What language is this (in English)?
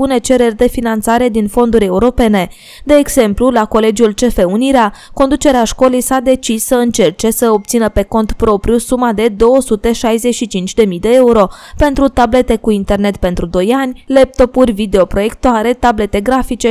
Romanian